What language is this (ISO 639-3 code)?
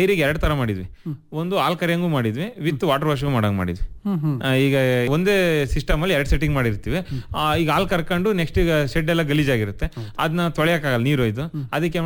kan